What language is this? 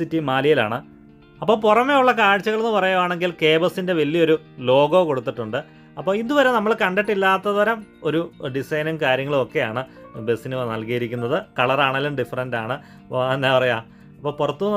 Malayalam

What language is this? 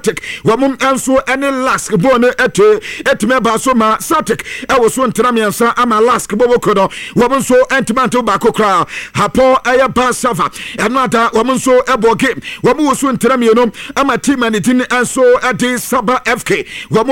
Akan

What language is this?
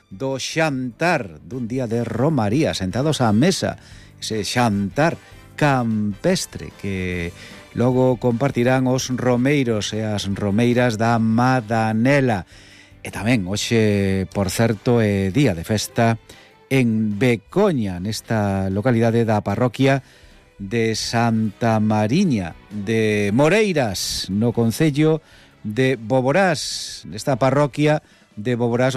Galician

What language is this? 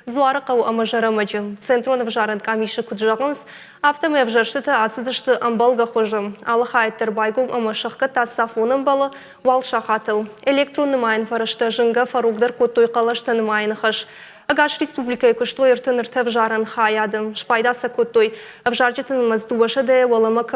Ossetic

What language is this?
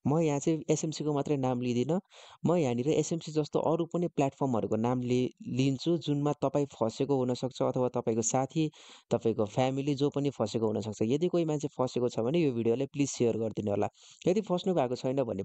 Nepali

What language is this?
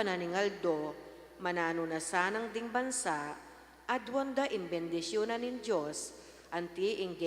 Pampanga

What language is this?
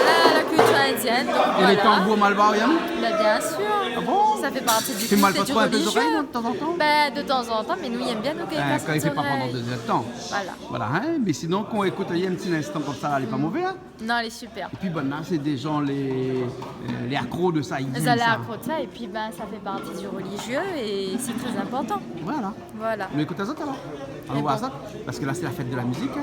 Réunion Creole French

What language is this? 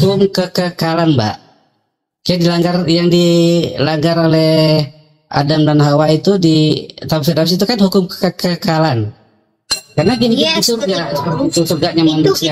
Indonesian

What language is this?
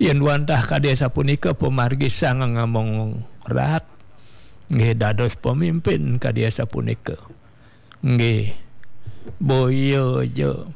Balinese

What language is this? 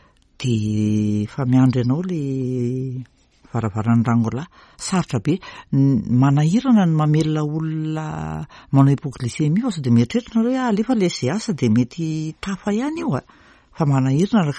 Malagasy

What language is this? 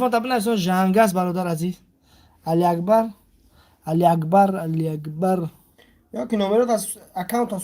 Tajik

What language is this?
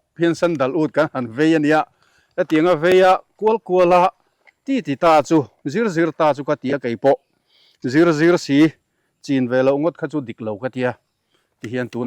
Mizo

